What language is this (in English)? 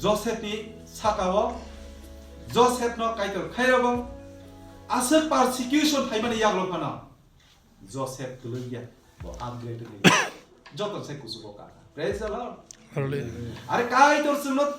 Kok Borok